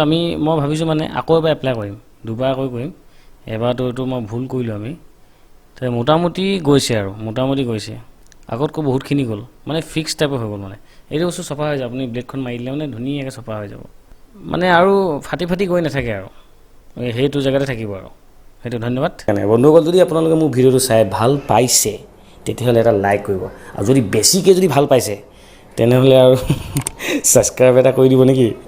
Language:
Assamese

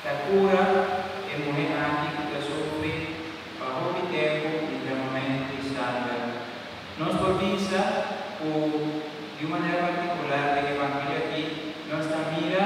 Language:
Papiamento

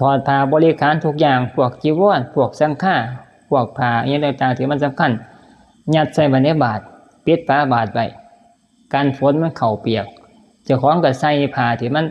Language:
Northeastern Thai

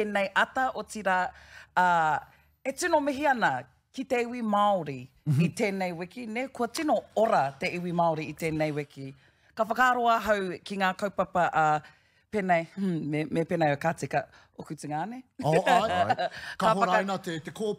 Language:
Māori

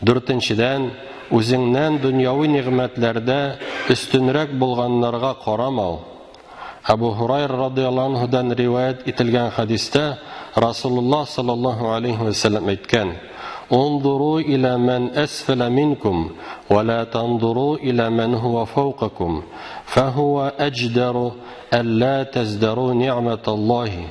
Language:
Tatar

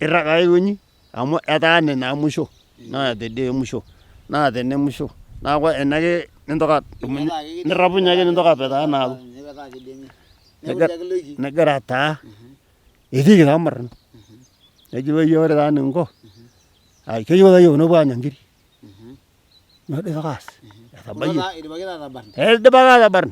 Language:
Masai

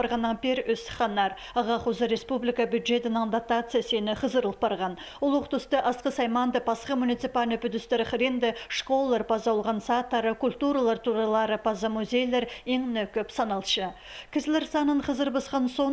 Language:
Khakas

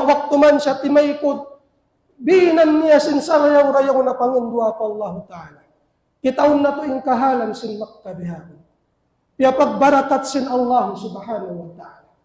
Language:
Tausug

